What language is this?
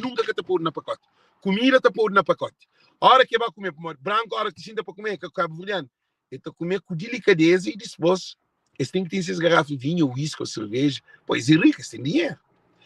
Kabuverdianu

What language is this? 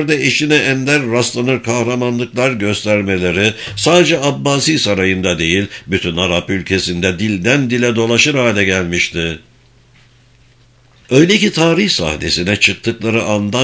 Turkish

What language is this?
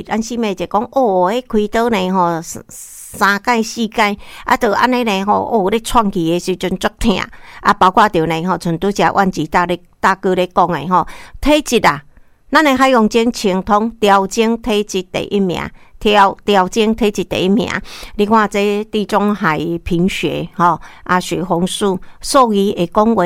Min Nan Chinese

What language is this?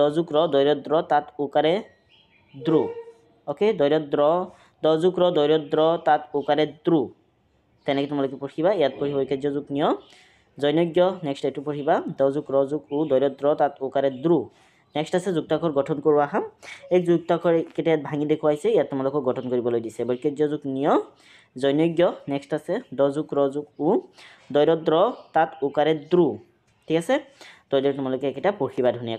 Assamese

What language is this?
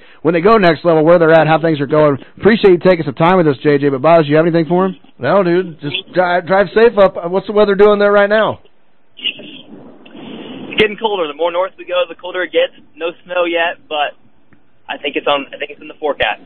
English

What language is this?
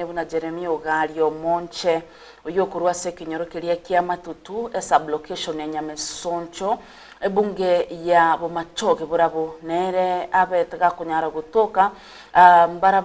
Gusii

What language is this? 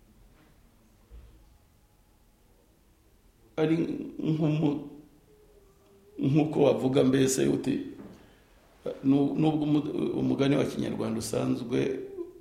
Kinyarwanda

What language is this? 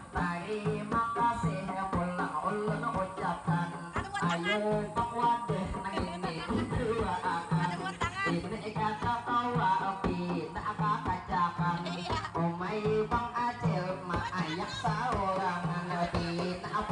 Banjar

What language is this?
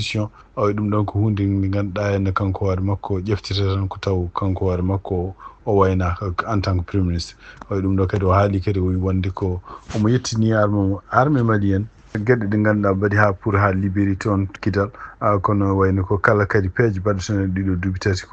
Fula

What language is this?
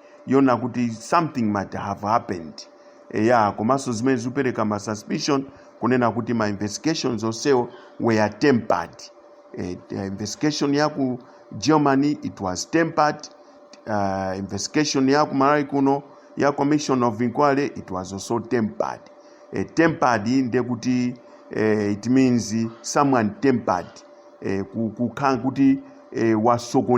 Nyanja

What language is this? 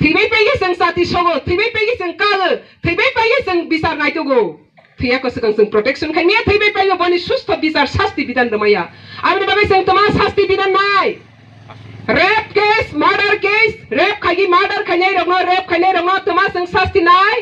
Kok Borok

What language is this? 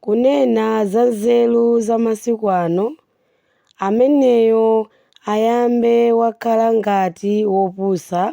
Nyanja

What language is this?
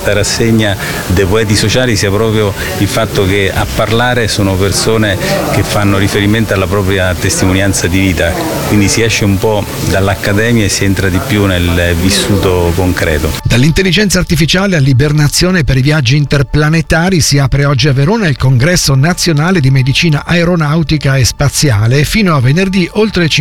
Italian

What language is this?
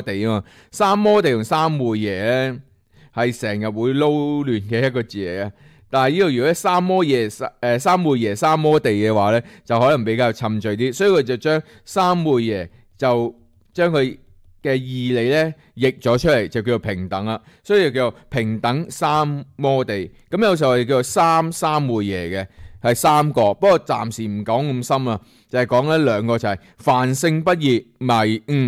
Cantonese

